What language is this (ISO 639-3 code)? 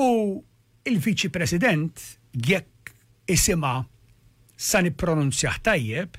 mlt